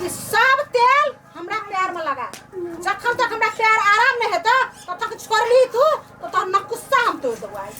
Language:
Maithili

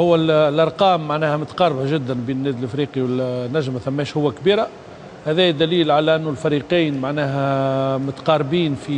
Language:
Tunisian Arabic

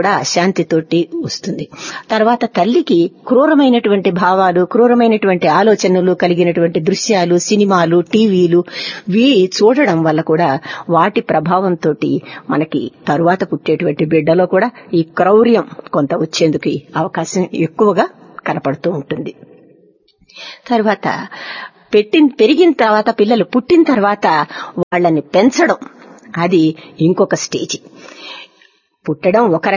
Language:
Telugu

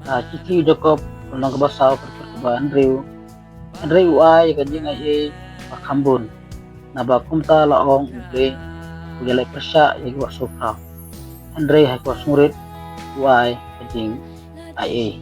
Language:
Khasi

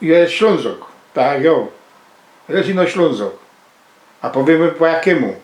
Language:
Silesian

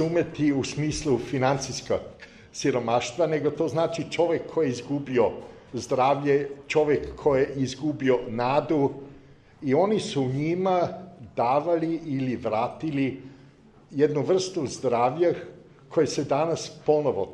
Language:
Serbian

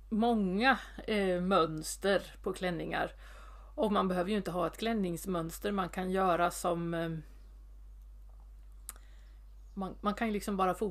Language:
Swedish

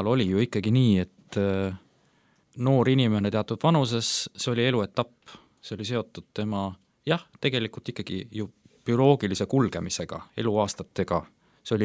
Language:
Estonian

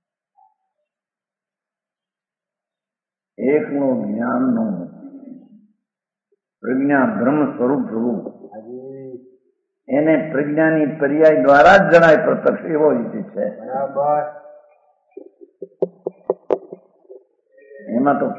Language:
Gujarati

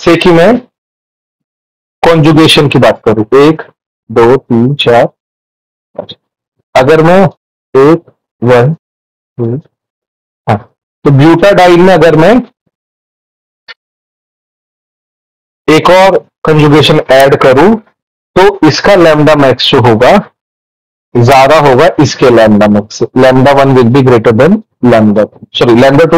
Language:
Hindi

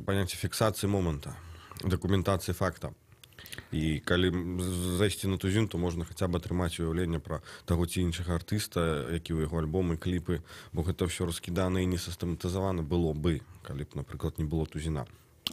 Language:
Belarusian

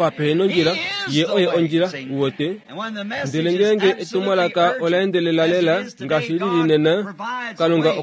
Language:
Kuanyama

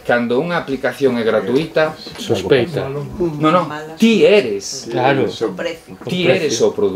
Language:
Galician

